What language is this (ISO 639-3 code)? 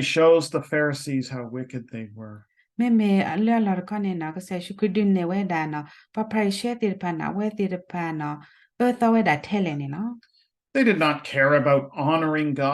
ksw